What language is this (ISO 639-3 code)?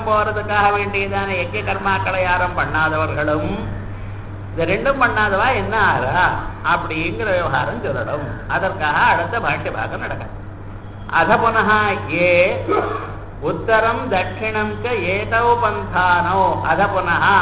tam